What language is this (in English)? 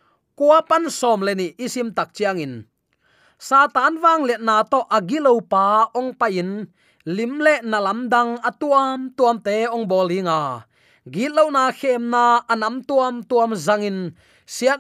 Tedim Chin